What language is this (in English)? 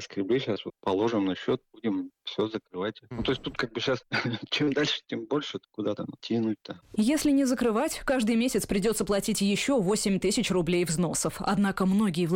Russian